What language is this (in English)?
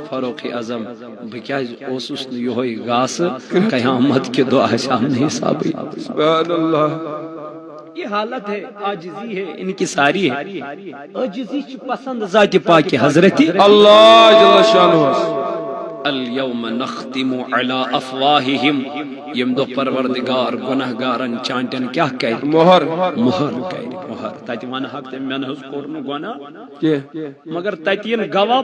Kashmiri